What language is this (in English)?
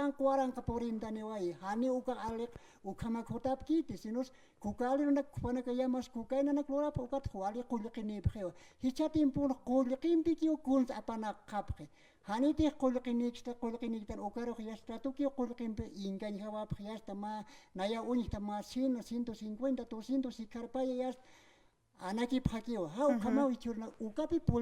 Aymara